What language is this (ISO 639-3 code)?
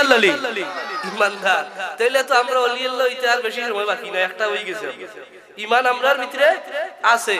syl